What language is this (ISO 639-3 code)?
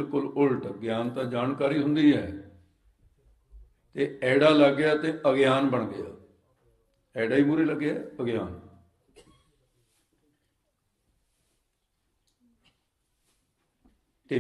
pan